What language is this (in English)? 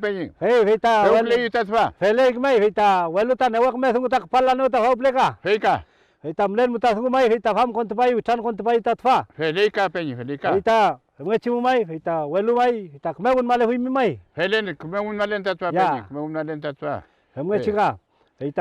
Mapuche